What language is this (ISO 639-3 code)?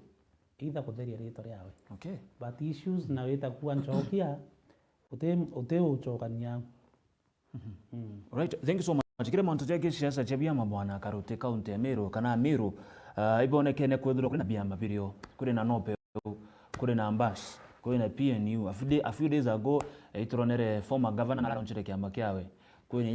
mer